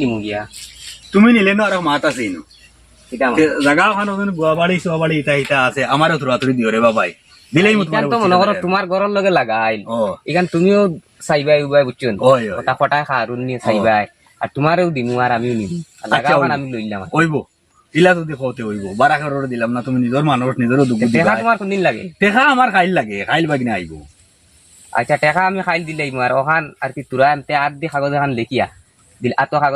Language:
Sylheti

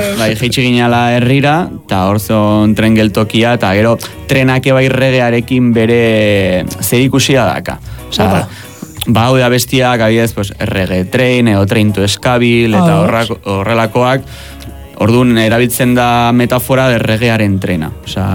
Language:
Basque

